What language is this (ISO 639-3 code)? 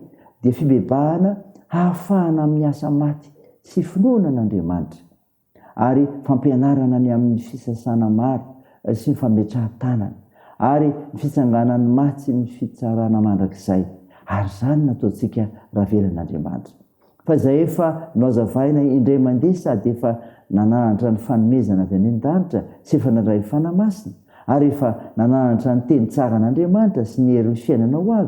mlg